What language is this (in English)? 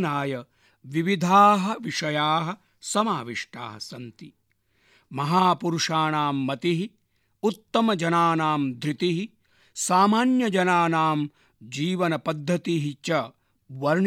Sanskrit